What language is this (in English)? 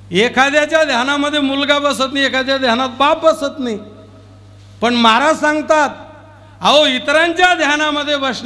Marathi